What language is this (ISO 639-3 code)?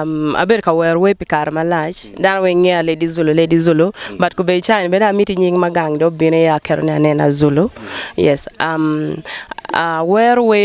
ach